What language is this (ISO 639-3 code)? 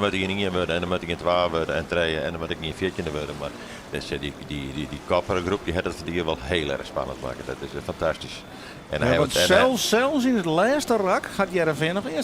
fry